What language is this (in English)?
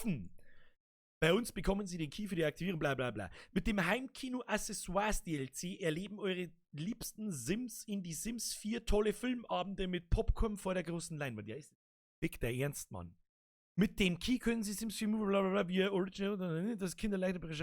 Bavarian